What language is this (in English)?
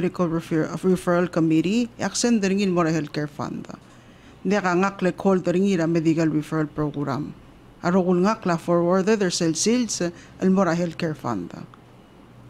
Palauan